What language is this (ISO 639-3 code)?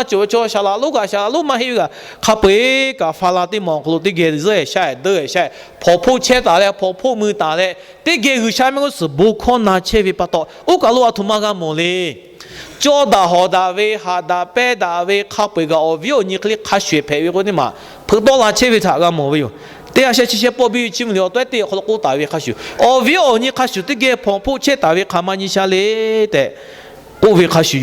lhu